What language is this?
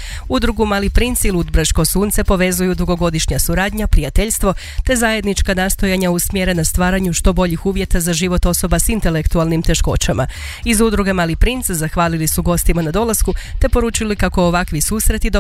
Croatian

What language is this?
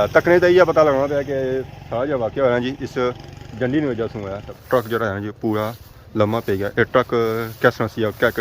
Pahari-Potwari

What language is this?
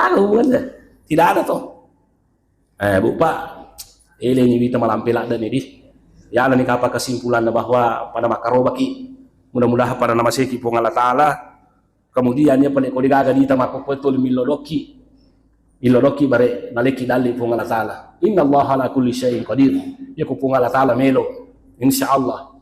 Buginese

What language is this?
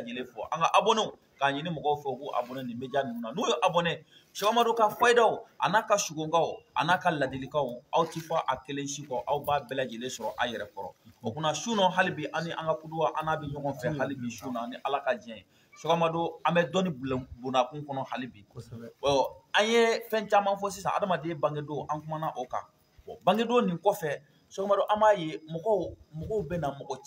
Bambara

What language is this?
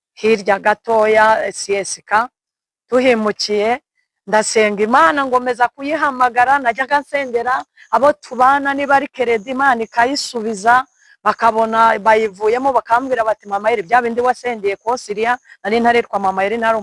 Kinyarwanda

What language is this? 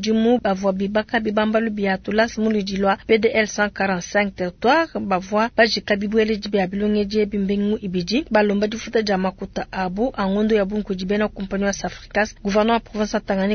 Luba-Lulua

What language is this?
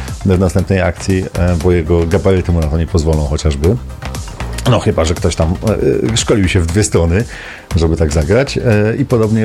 Polish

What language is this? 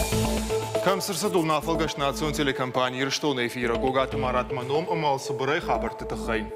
Ossetic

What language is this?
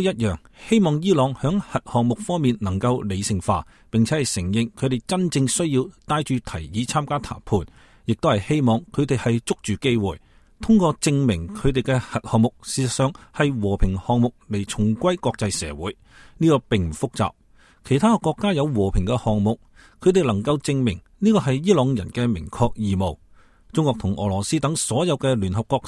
Cantonese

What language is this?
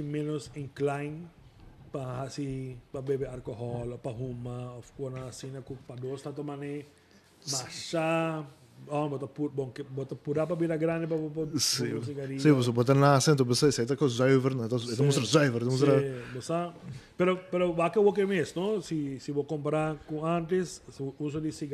Papiamento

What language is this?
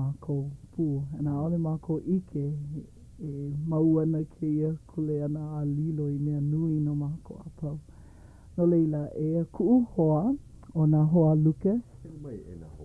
Hawaiian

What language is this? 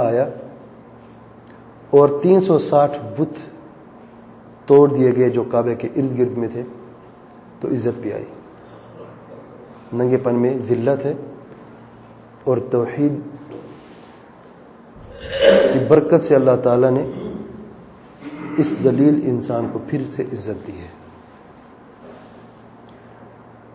Urdu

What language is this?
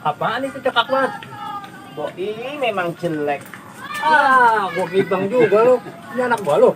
Betawi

